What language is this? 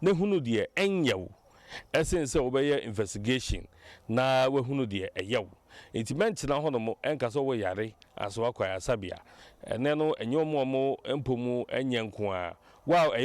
Akan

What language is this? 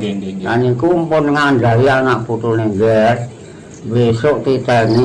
Javanese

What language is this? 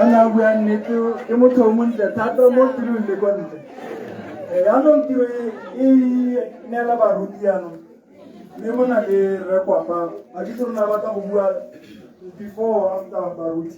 Tswana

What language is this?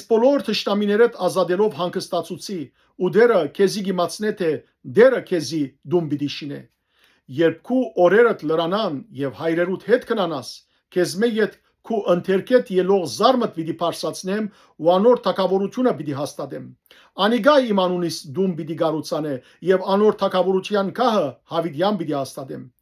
Western Armenian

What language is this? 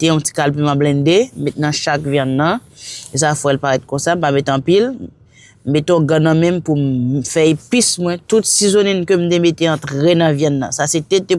Haitian Creole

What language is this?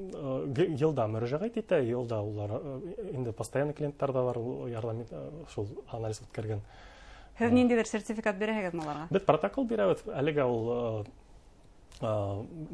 Bashkir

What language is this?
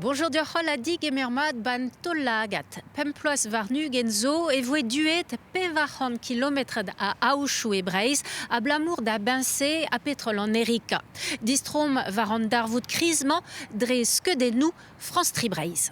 Breton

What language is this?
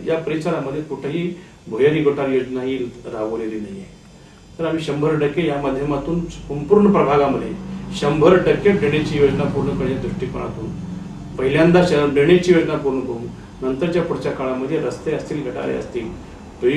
Marathi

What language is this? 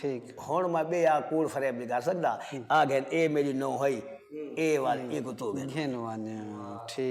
Saraiki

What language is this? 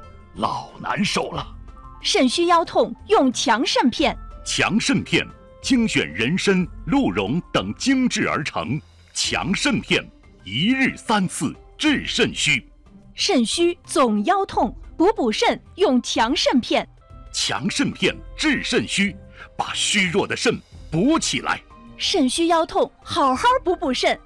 Chinese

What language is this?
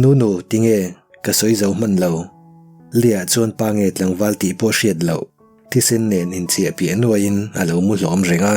Mizo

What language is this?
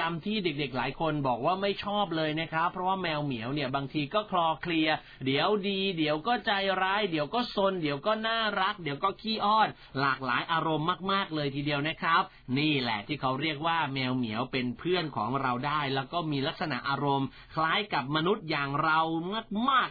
Thai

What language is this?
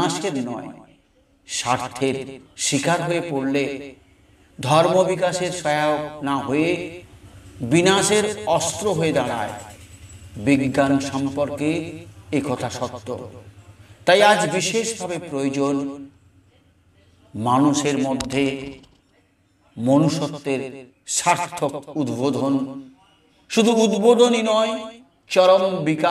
Bangla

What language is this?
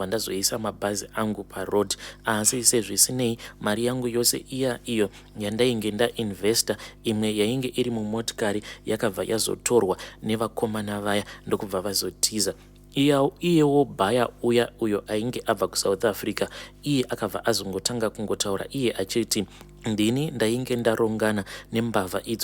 Shona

